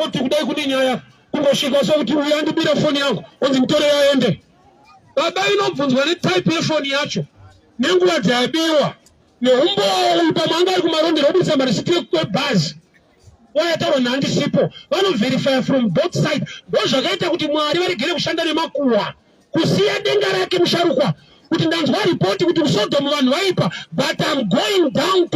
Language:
Shona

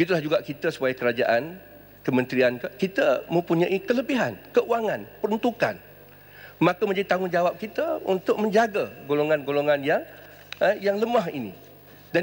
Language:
Malay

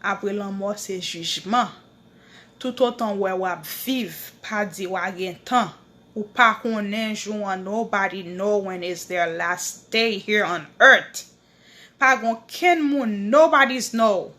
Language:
Haitian Creole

